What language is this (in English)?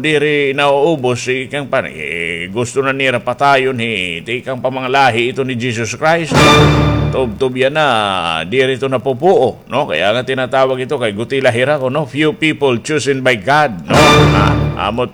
Waray